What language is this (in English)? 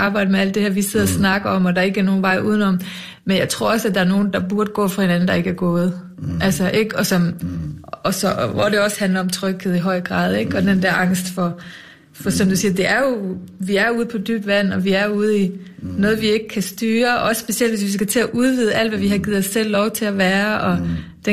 Danish